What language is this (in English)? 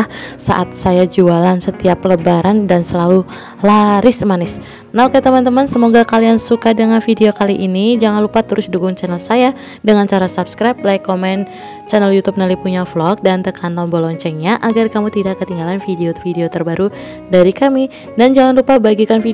Indonesian